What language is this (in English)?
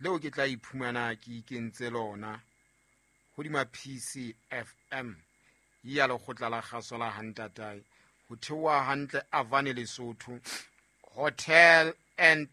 Southern Sotho